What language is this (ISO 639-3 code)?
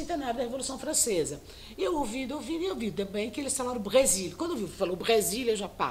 por